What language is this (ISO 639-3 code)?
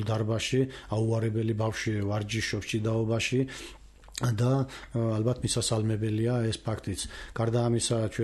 kat